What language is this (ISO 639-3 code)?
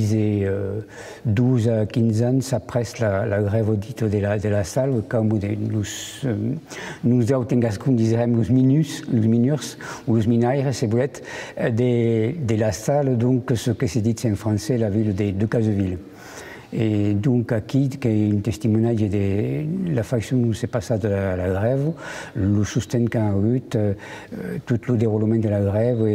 oci